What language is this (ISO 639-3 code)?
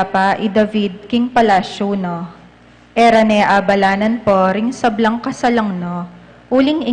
pam